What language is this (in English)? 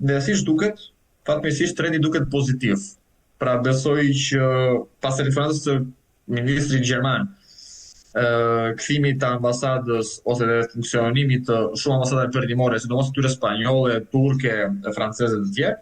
Albanian